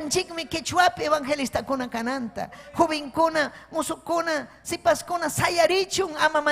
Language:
Ayacucho Quechua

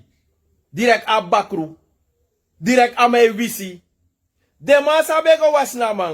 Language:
Sranan Tongo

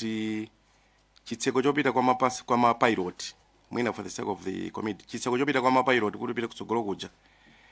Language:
Nyanja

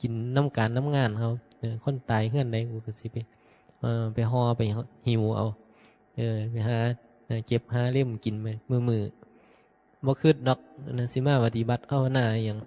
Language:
Northeastern Thai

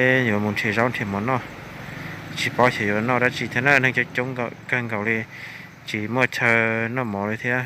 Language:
Hmong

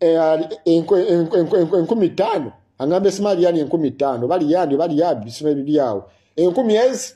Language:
Ganda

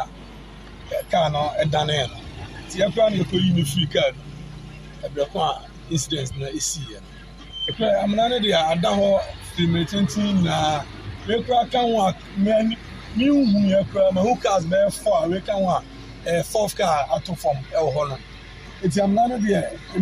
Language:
Akan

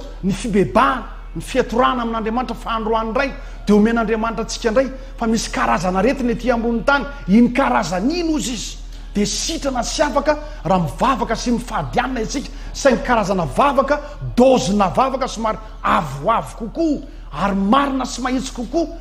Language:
Malagasy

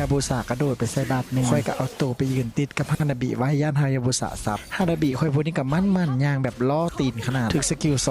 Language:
Northeastern Thai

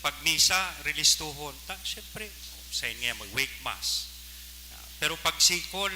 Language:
Bikol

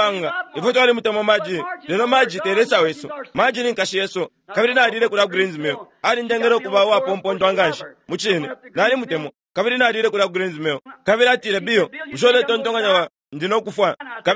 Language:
Bemba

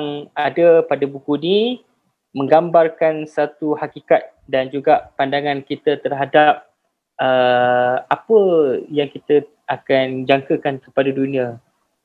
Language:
Malay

